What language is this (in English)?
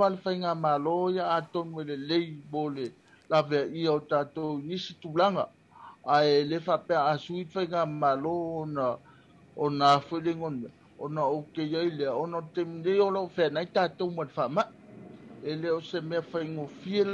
Samoan